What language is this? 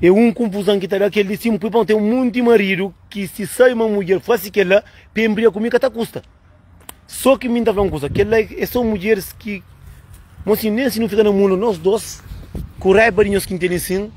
Kabuverdianu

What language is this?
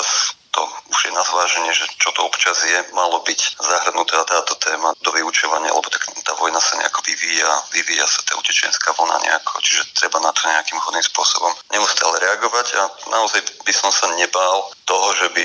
Slovak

